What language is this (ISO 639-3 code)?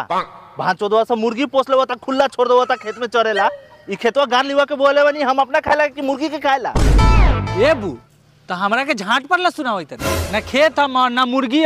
bho